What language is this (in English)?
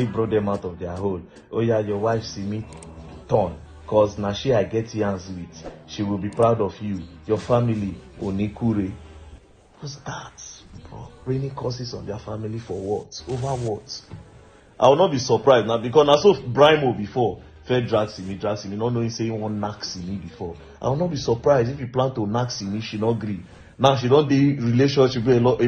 Nigerian Pidgin